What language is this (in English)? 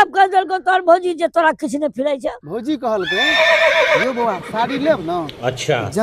Maithili